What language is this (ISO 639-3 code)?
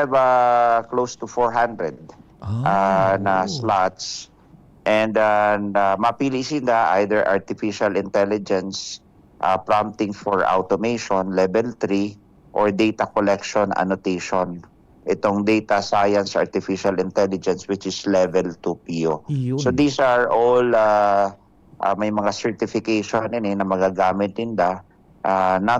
bik